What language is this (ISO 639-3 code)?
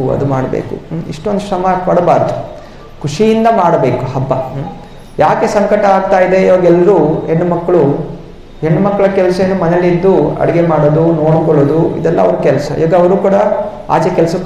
kan